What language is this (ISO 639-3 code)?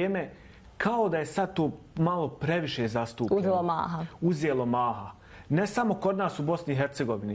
bos